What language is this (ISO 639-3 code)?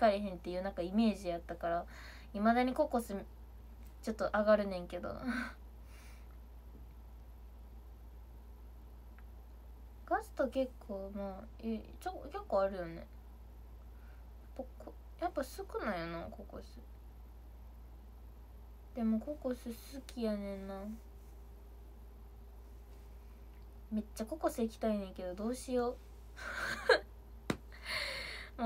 jpn